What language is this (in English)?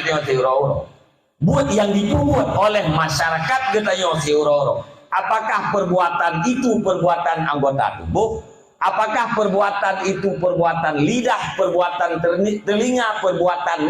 Achinese